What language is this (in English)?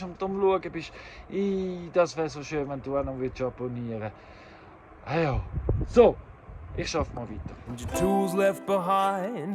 Swiss German